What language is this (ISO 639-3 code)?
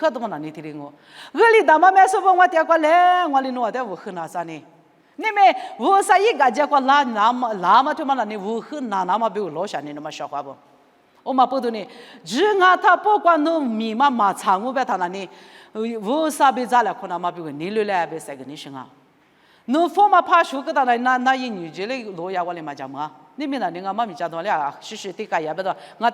lis